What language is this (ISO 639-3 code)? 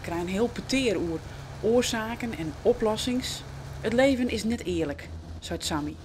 fry